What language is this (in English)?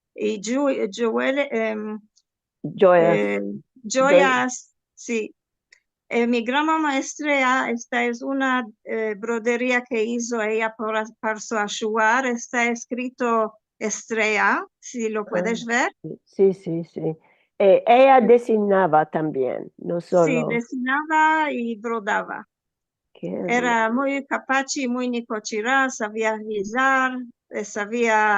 Ladino